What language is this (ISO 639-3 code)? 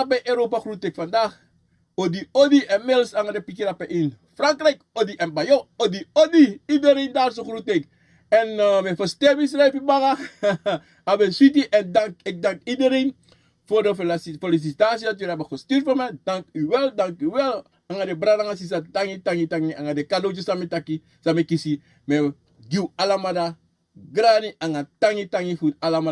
srn